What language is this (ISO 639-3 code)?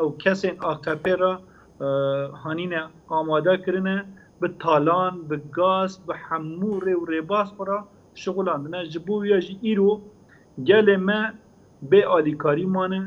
kur